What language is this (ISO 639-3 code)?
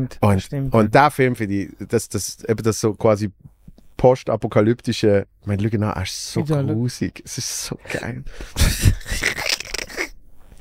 gsw